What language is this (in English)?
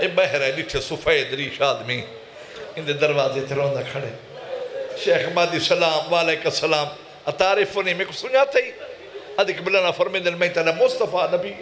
Saraiki